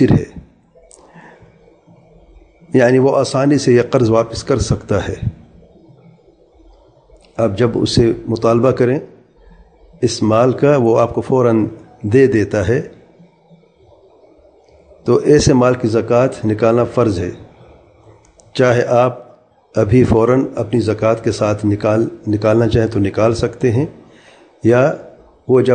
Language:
Urdu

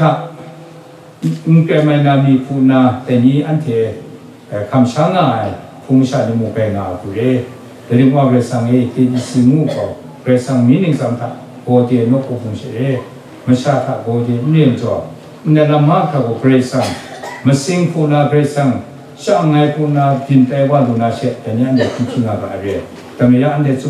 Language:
Kachin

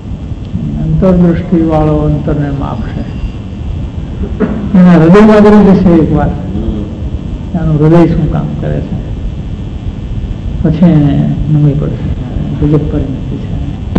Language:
Gujarati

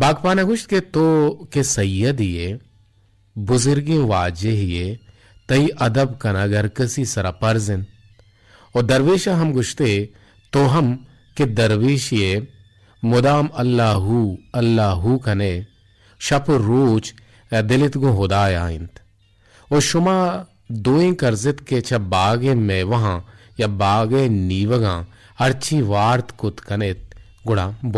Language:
Eastern Balochi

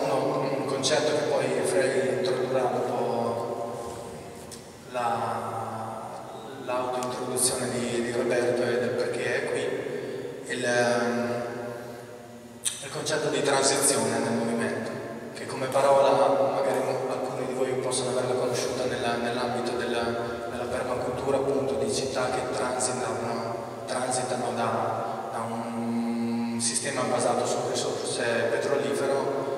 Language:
Italian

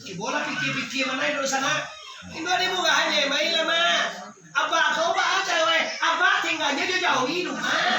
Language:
Minangkabau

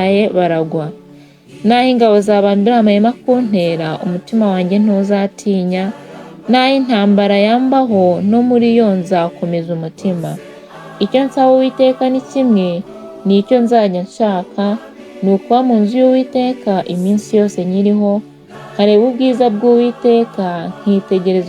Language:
Kinyarwanda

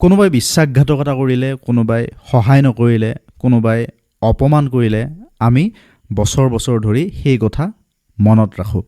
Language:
Assamese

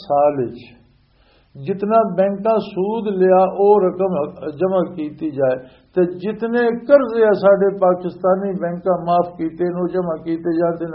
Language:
Western Panjabi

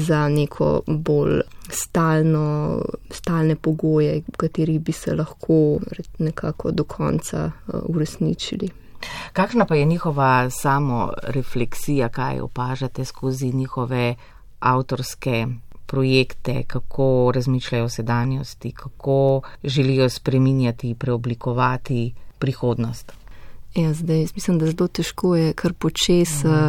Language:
Slovenian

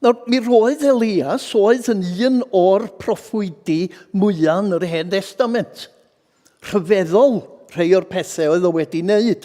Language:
Welsh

